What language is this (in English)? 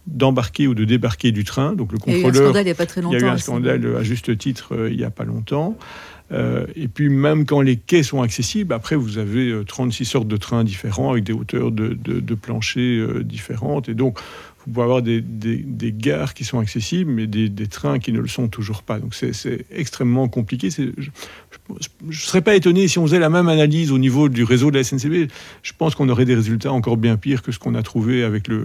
French